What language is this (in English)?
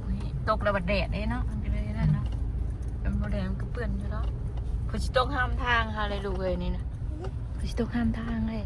Northeastern Thai